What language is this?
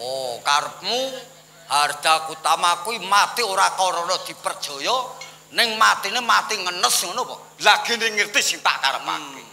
Javanese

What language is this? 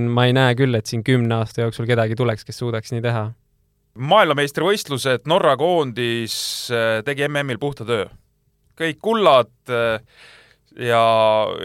Estonian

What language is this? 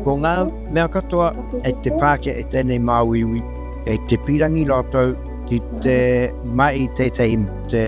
Māori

